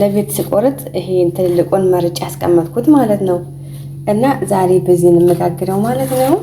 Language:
Amharic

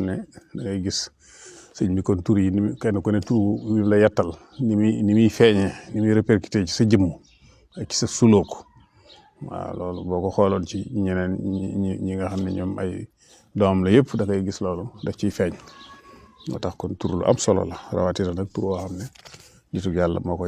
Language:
Wolof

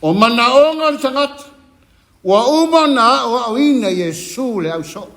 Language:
Samoan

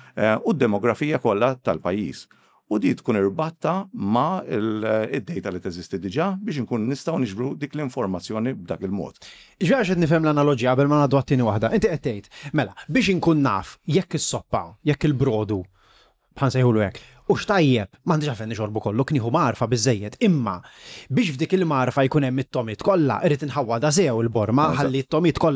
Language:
Maltese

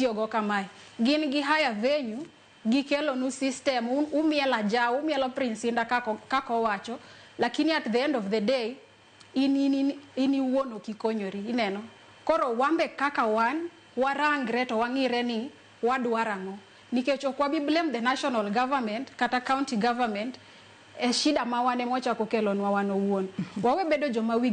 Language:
Luo (Kenya and Tanzania)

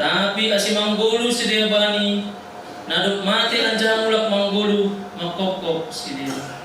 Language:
Batak Simalungun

